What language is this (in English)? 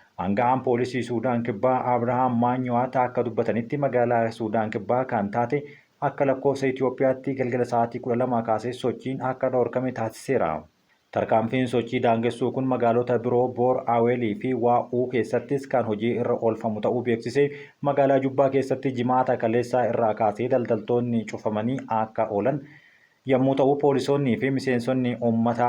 Oromo